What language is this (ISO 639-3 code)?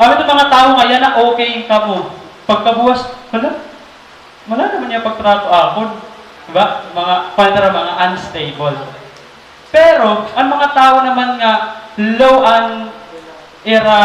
war